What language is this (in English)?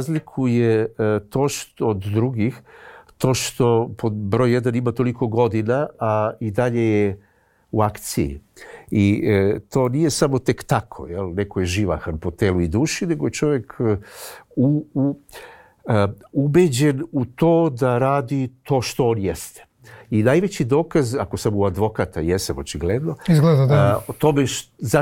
Serbian